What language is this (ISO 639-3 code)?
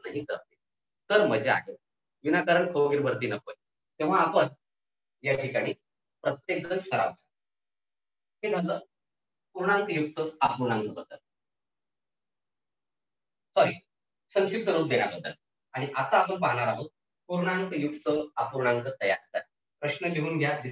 mar